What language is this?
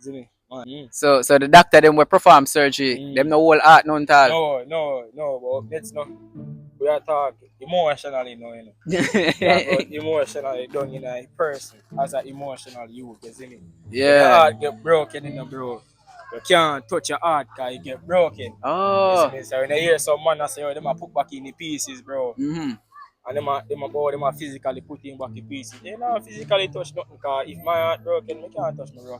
Jamaican Creole English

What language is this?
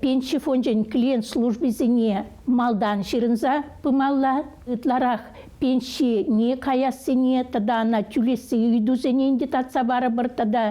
Chuvash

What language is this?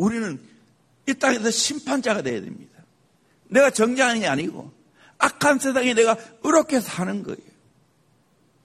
Korean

